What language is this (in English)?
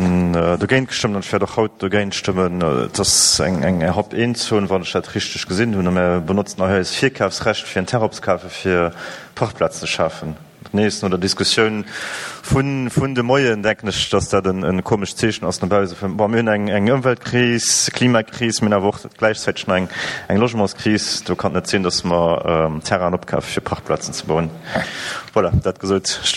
Luxembourgish